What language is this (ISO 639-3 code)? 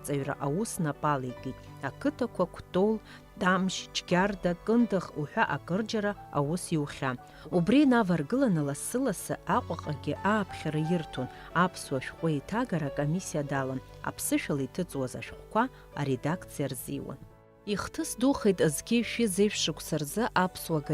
abk